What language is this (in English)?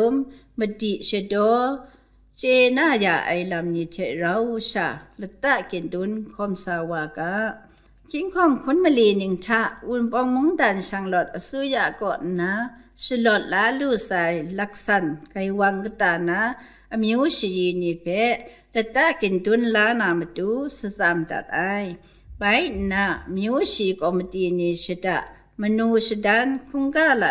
Kachin